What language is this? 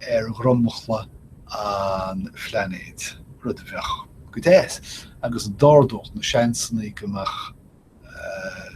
Irish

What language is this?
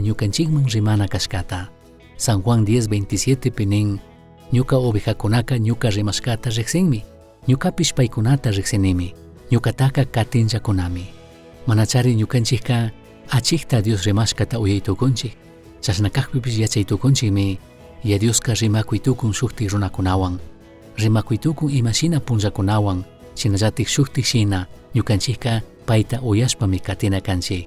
Chimborazo Highland Quichua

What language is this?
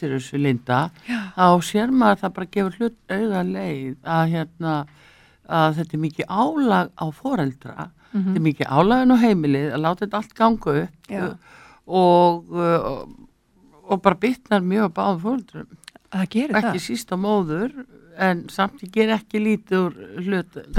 Icelandic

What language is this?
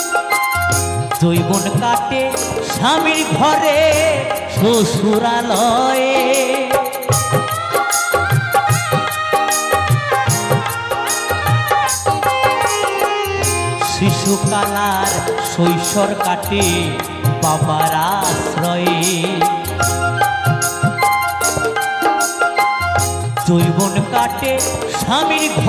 Bangla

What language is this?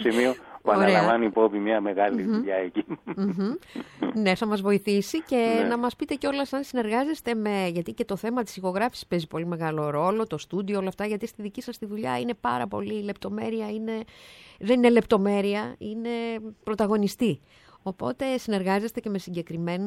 Greek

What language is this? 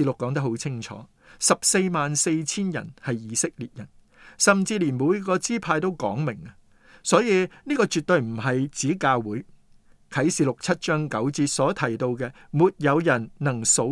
Cantonese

